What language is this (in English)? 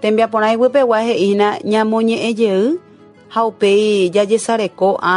Guarani